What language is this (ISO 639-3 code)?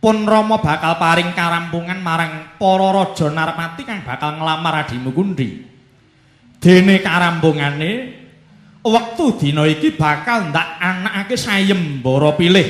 jav